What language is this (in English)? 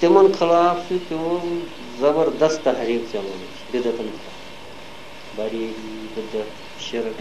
Kashmiri